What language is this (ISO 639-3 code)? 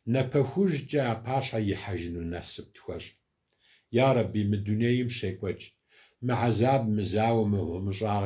kbd